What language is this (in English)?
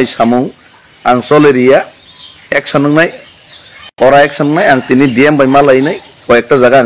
Kok Borok